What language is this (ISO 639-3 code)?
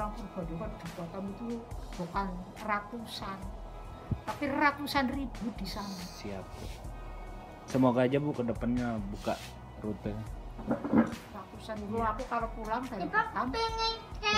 ind